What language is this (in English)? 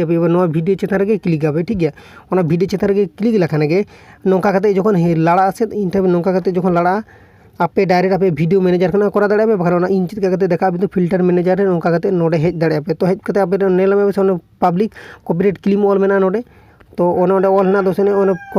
Santali